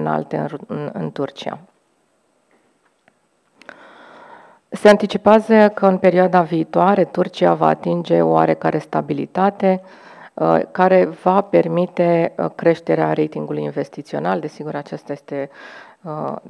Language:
Romanian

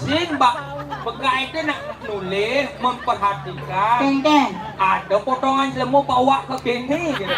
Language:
Balinese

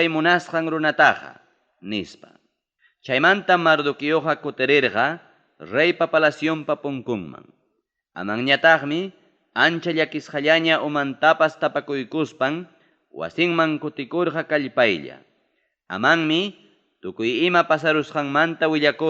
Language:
Ayacucho Quechua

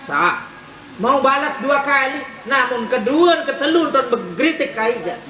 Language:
Sasak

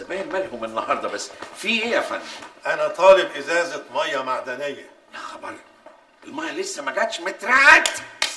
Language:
Egyptian Arabic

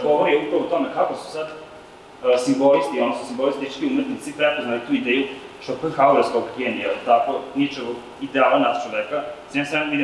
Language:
Serbian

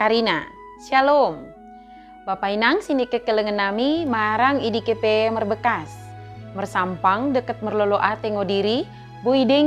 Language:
Batak Dairi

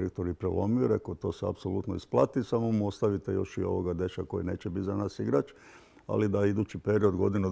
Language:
Croatian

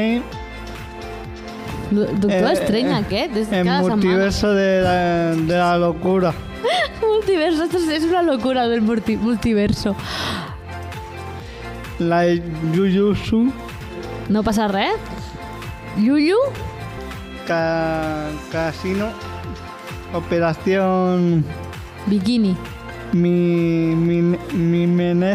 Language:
Catalan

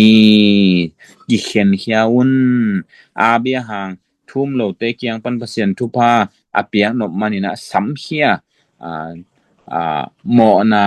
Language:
Tedim Chin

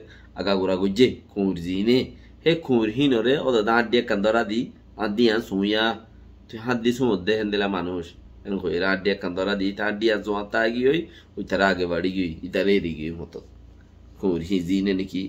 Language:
Rohingya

